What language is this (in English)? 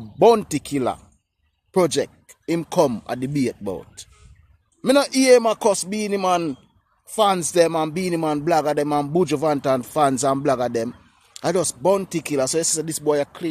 Jamaican Creole English